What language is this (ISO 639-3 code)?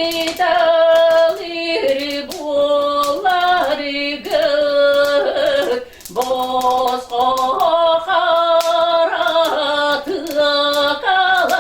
sah